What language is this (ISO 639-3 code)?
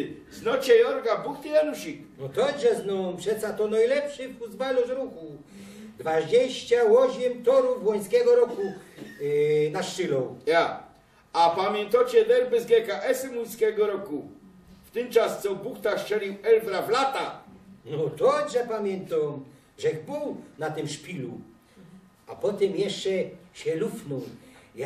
szl